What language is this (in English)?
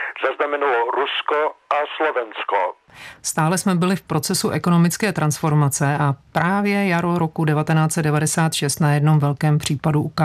Czech